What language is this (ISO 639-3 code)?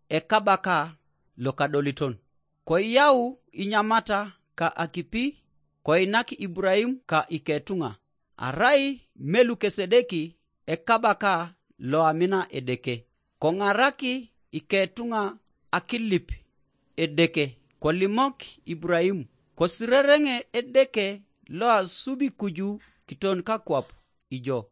teo